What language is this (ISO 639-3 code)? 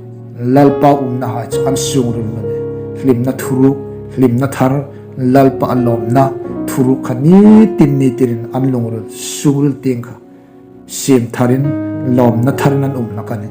hmr